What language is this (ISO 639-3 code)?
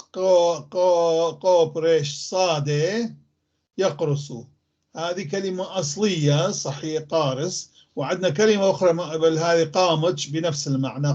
apc